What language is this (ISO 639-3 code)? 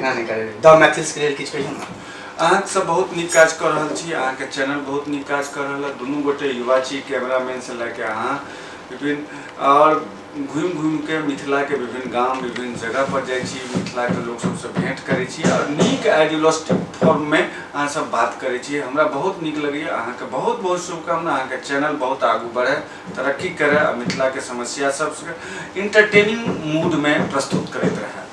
mai